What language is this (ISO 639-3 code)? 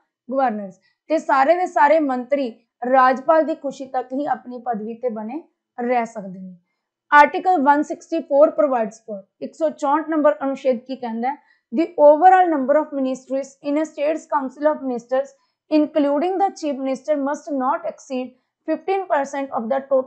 pan